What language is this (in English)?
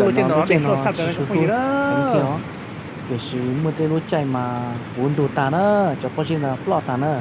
Hmong